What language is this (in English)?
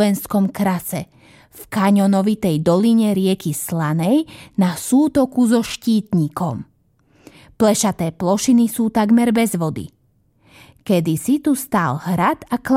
Slovak